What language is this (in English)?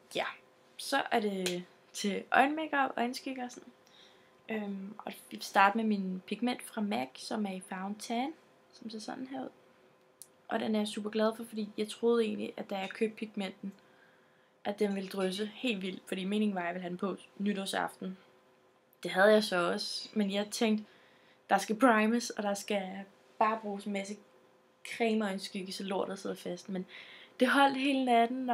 Danish